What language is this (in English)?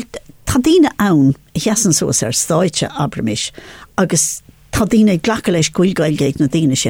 Irish